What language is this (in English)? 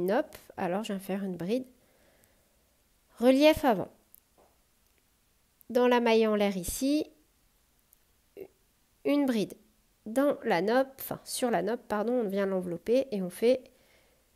French